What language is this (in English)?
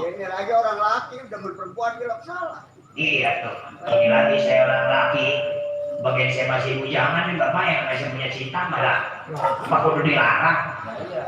Betawi